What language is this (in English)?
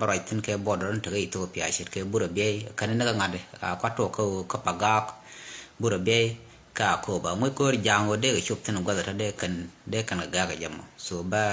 Nuer